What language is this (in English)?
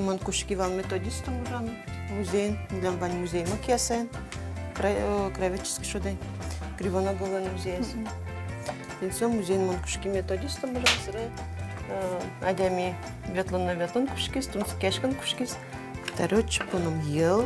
Udmurt